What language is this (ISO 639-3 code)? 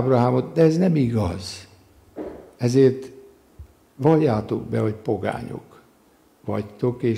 hun